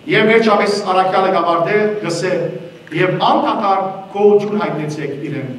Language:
Western Armenian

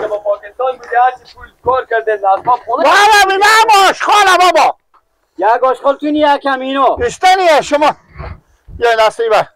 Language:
Persian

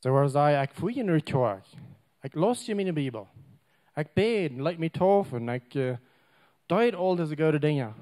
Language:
Plautdietsch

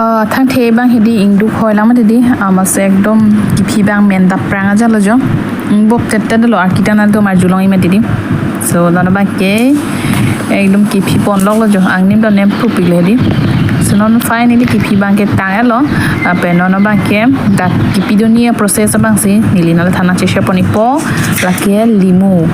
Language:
Karbi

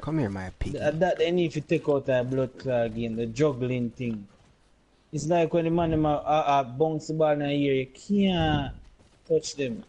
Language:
Jamaican Creole English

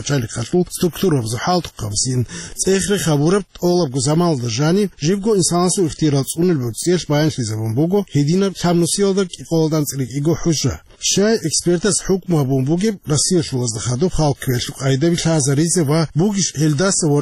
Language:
Avaric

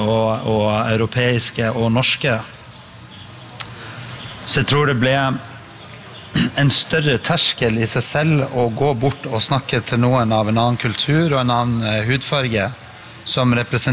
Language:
Norwegian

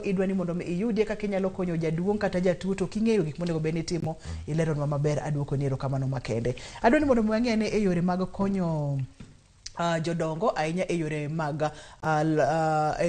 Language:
Luo (Kenya and Tanzania)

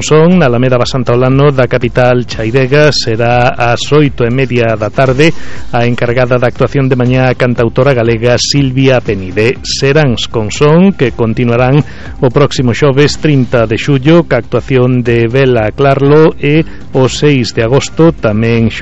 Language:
Galician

